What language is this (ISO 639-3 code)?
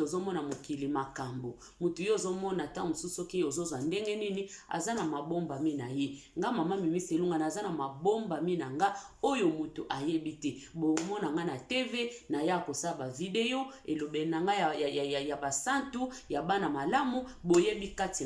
lin